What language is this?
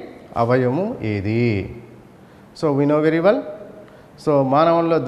Telugu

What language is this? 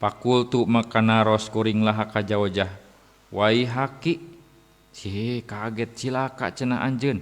Sundanese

